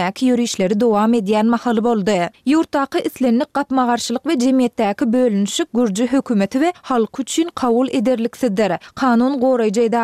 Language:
Turkmen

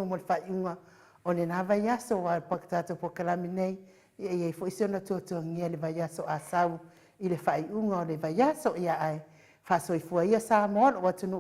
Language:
Samoan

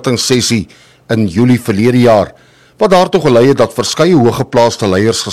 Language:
Afrikaans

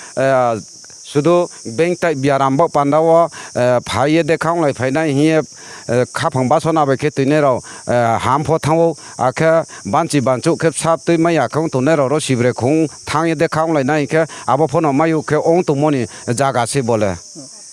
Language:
Riang (India)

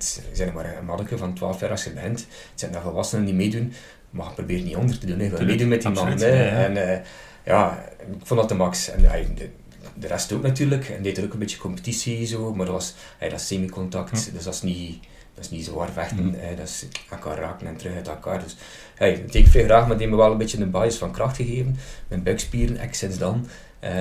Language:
Dutch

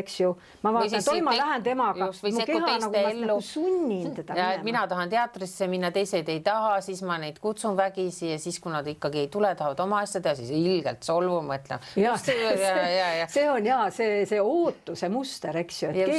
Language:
Estonian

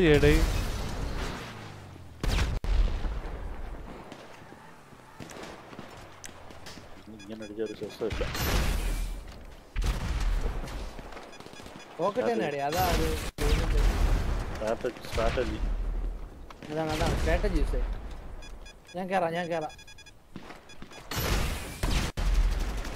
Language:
Malayalam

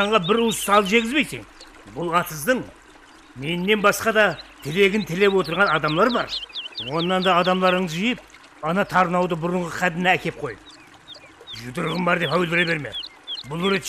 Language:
Kara-Kalpak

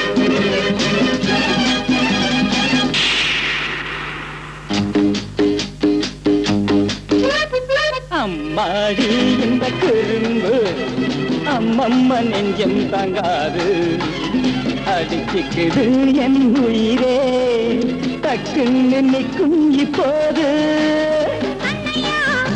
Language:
Tamil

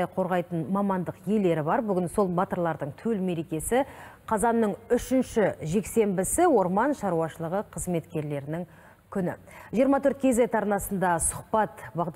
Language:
Kazakh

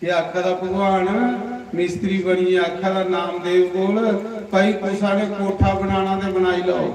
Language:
Dogri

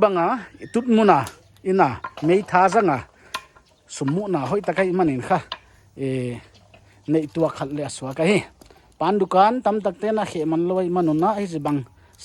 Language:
Paite Chin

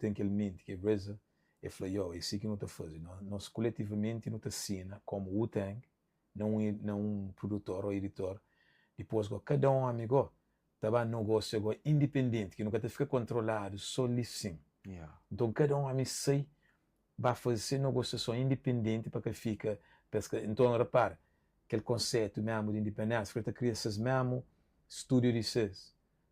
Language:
Kabuverdianu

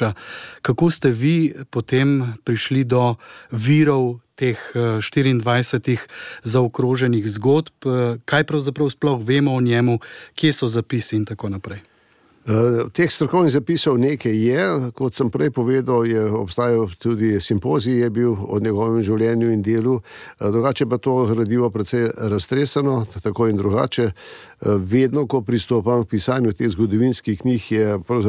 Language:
Slovenian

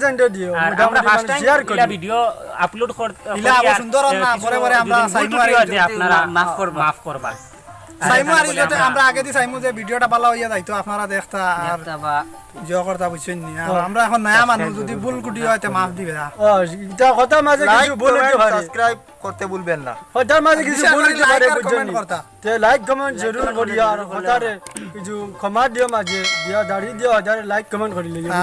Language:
Sylheti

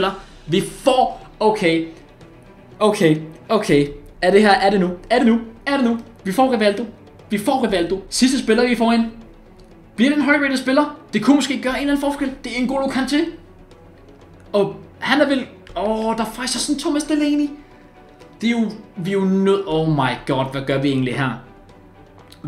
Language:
Danish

